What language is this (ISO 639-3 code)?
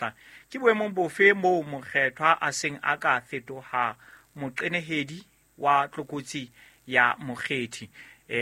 sot